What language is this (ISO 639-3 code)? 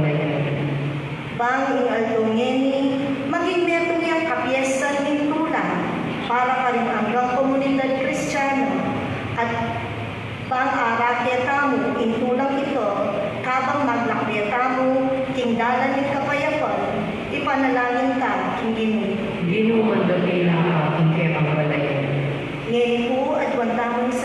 pam